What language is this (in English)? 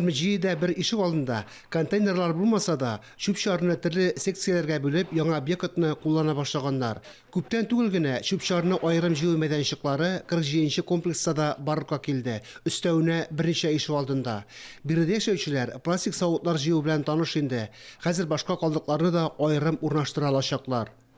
Tatar